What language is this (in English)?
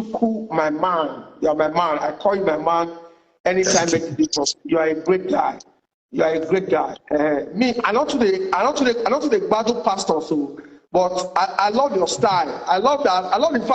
Nigerian Pidgin